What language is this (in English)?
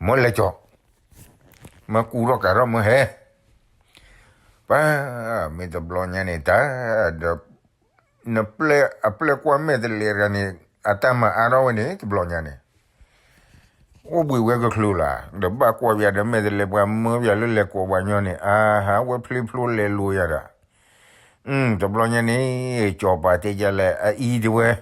S'gaw Karen